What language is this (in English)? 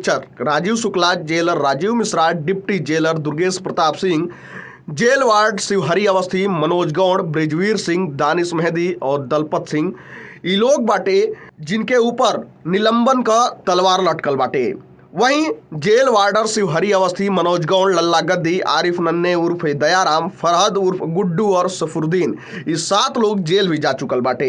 Bhojpuri